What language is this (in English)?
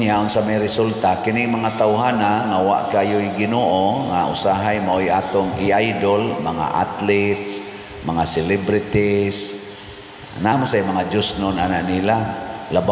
Cebuano